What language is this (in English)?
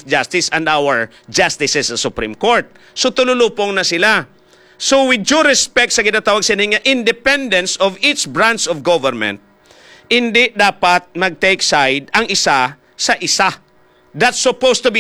Hiligaynon